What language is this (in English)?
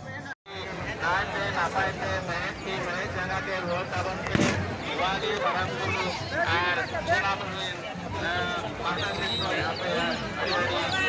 Santali